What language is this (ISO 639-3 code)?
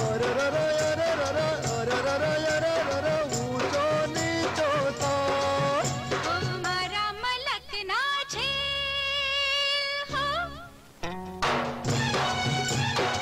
guj